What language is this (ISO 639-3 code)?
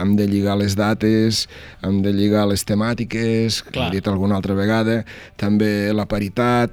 cat